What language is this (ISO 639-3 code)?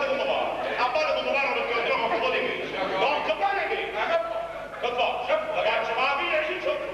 nap